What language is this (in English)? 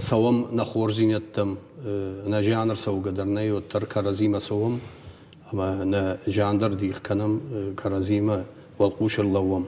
Ossetic